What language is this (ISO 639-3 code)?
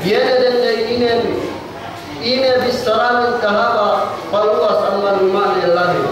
yka